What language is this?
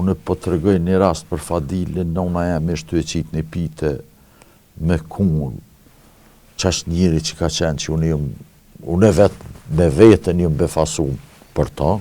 Albanian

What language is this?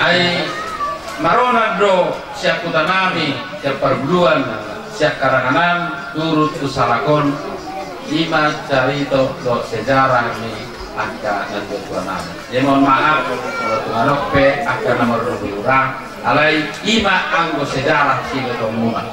Batak Toba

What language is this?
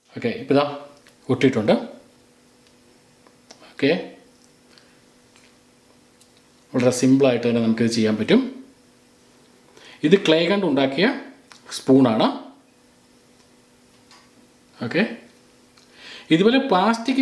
Malayalam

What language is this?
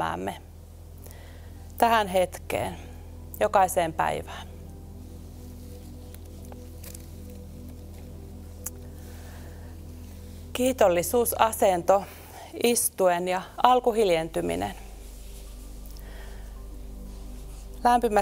Finnish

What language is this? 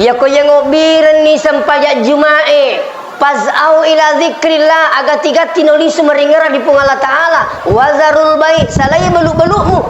Buginese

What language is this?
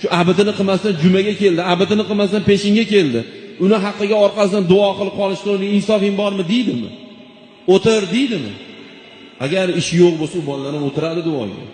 Uzbek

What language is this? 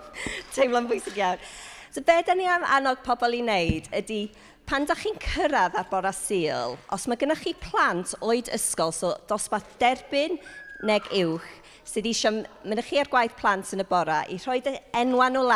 Welsh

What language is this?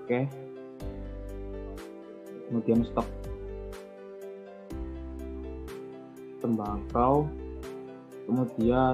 Indonesian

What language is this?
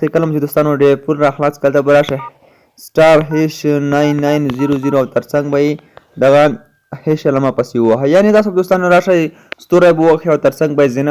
Pashto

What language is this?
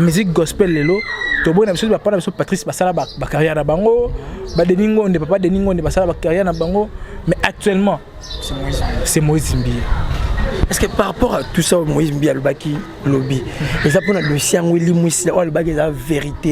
Lingala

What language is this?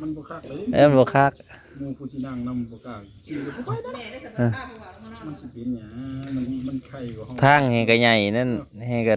Northeastern Thai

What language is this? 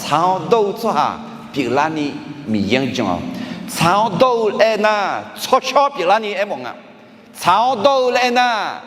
Akha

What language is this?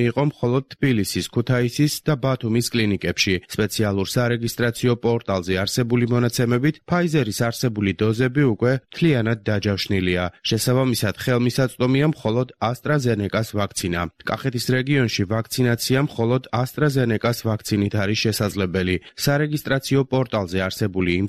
Georgian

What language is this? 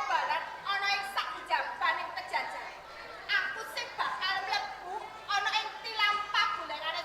Javanese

